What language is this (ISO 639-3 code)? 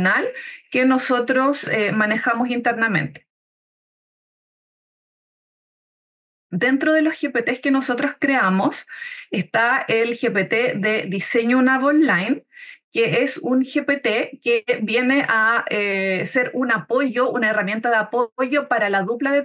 spa